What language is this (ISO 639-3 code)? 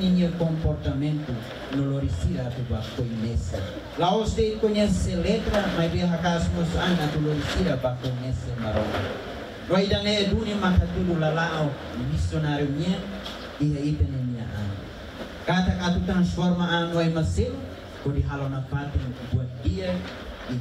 tet